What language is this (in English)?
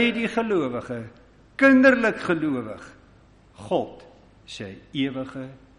Afrikaans